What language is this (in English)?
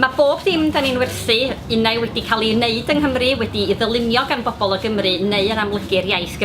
Welsh